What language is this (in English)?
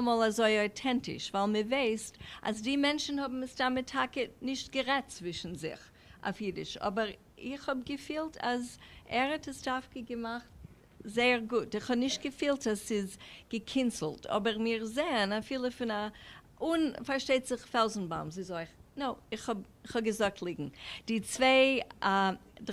Yiddish